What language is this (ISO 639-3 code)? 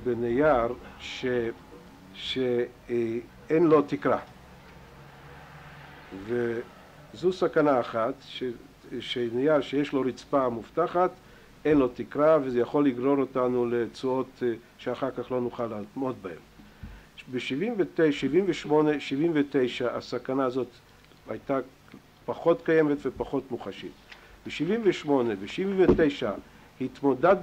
heb